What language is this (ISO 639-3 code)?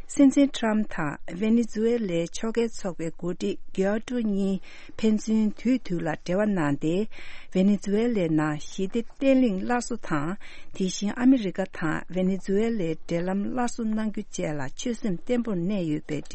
bod